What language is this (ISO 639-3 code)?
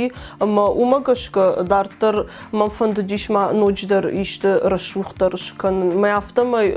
oss